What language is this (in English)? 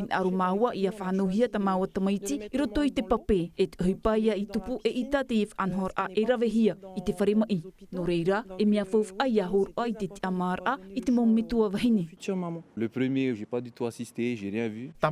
Tahitian